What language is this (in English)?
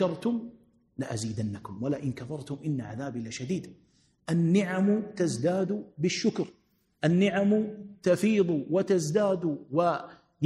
Arabic